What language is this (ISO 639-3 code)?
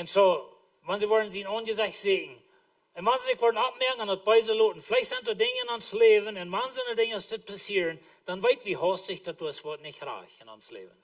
pdt